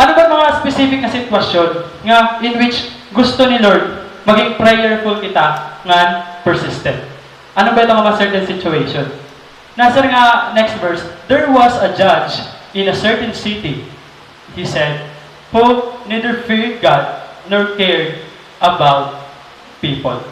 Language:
Waray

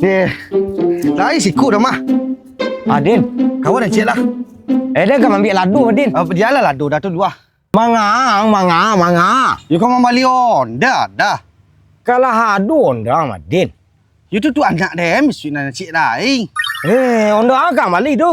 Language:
Minangkabau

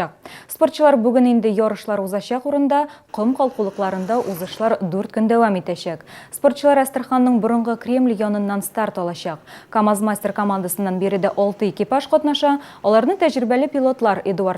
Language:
Tatar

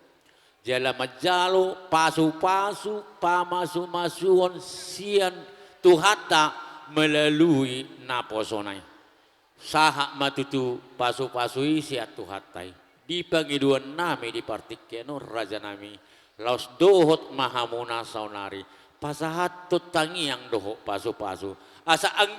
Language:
Batak Toba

